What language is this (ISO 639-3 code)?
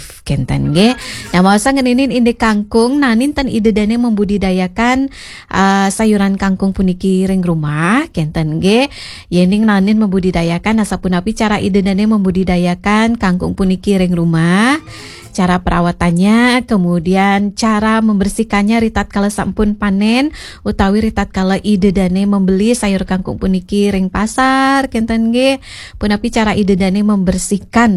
ban